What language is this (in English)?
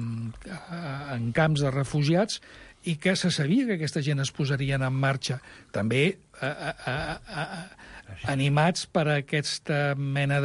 Catalan